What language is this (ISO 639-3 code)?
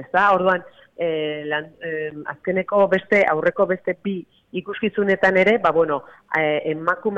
eus